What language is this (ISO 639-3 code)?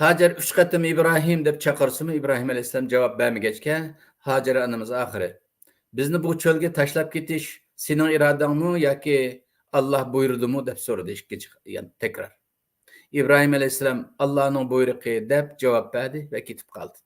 uig